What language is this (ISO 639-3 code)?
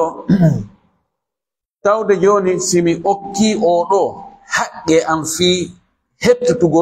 ful